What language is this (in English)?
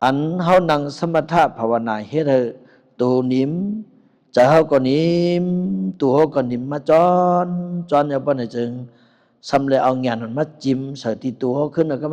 Shan